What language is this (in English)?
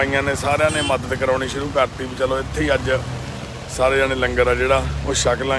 Punjabi